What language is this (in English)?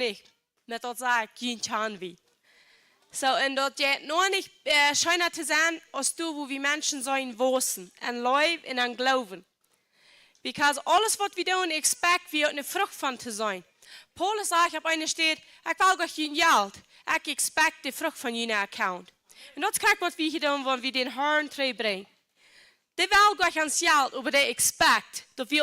Plautdietsch